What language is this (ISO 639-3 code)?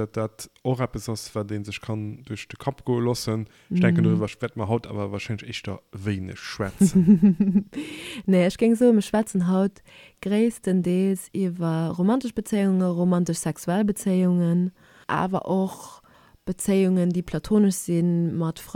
ltz